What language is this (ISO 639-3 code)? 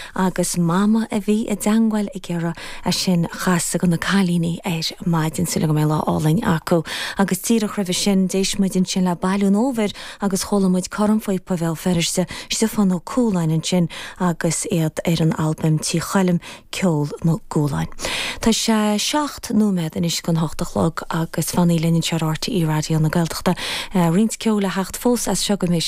gle